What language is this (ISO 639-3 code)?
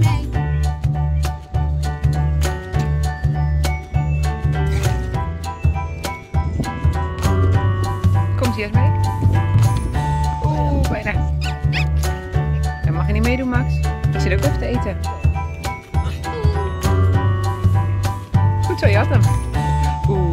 nld